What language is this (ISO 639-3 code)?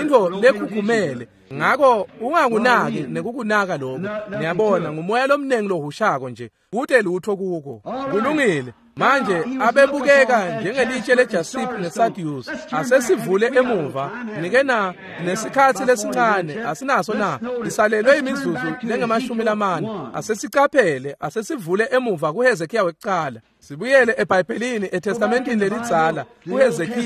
ssw